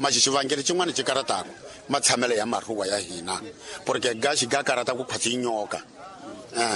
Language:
Tsonga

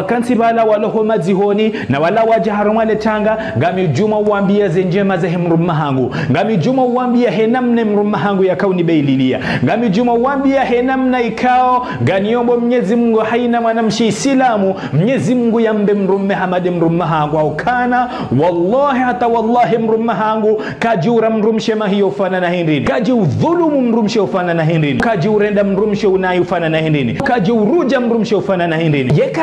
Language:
Ngazidja Comorian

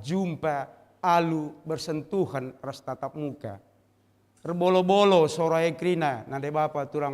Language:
Batak Karo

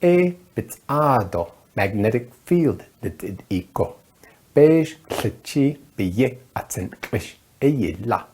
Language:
Navajo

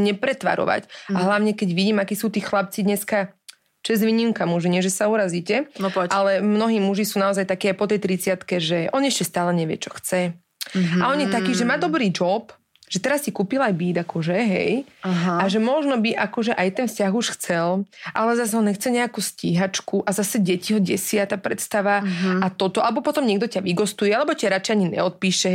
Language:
Slovak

